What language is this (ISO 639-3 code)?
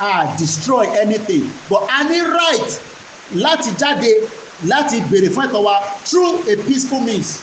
yor